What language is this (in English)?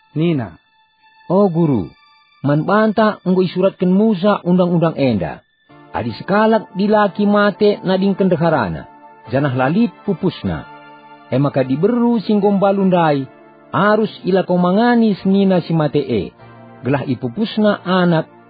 Batak Karo